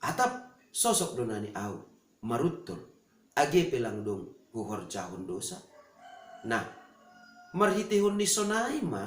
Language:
Batak Simalungun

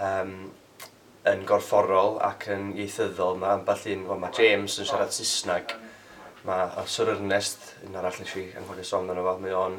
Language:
Welsh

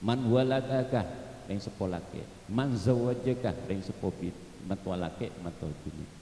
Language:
Madurese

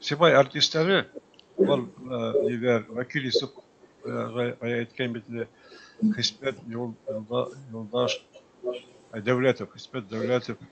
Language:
Bashkir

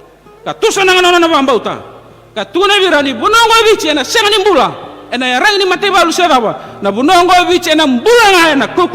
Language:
Fijian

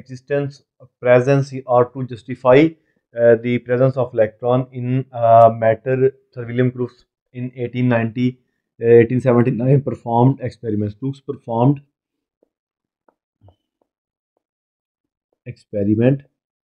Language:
Hindi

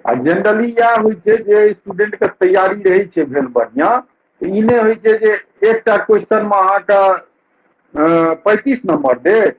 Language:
Maithili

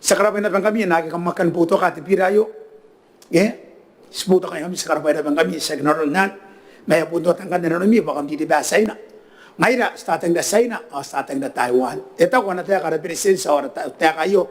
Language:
Gilbertese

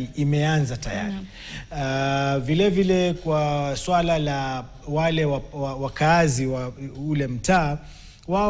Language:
Swahili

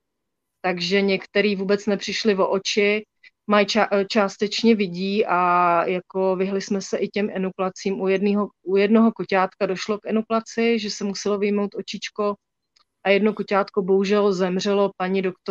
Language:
Czech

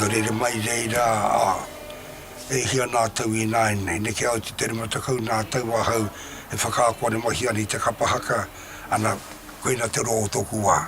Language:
Māori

